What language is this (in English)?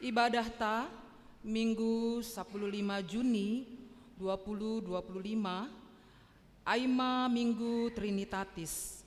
Batak Simalungun